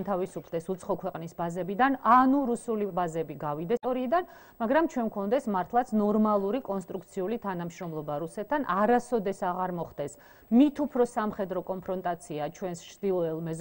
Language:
Georgian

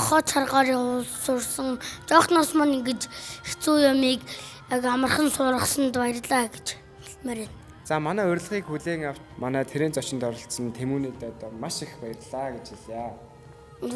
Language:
Mongolian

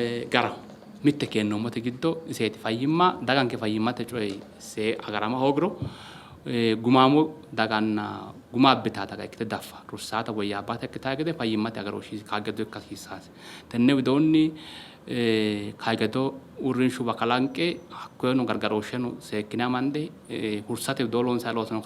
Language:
Sidamo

